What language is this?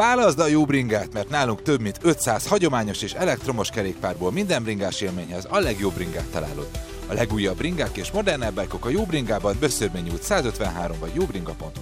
Hungarian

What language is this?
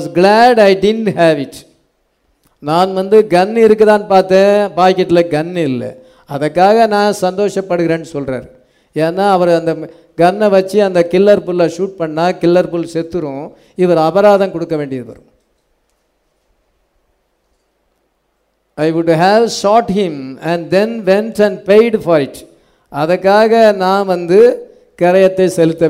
Tamil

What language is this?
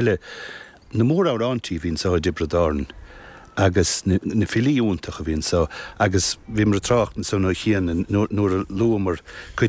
Irish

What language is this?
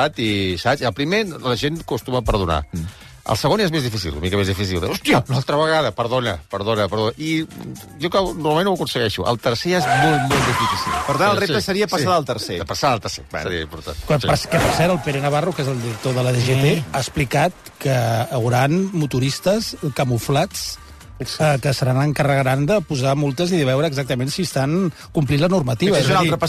Catalan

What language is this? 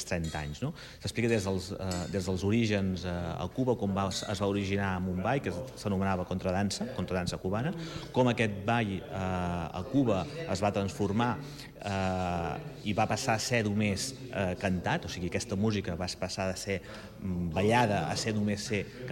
Catalan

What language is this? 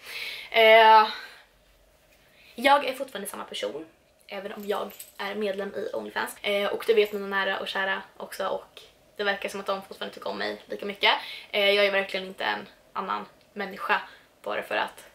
Swedish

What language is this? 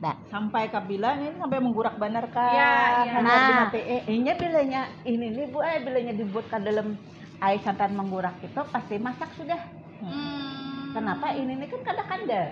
Banjar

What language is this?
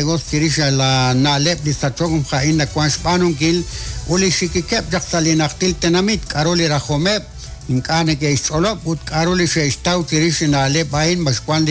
Kekchí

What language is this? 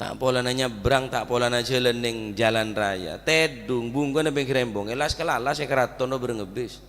Madurese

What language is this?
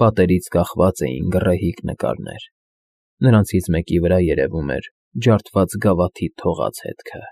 Armenian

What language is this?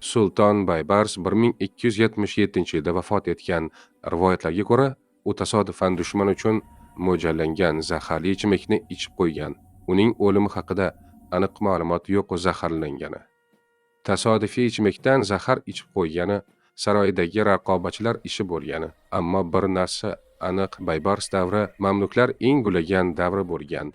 Uzbek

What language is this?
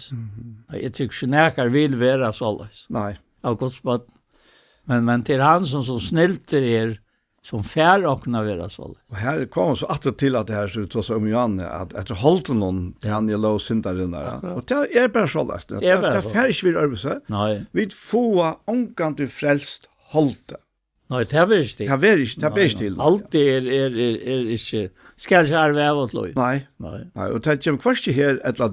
Faroese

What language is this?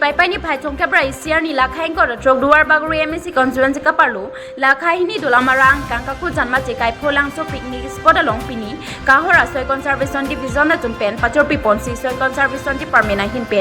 Karbi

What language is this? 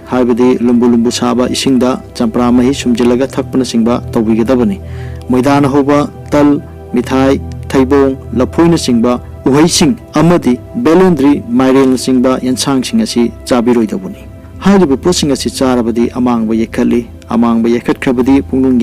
Manipuri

